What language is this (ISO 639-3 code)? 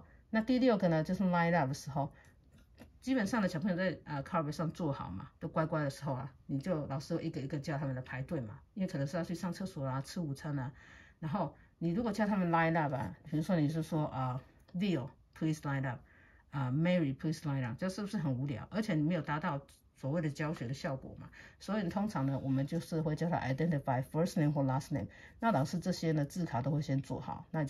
zho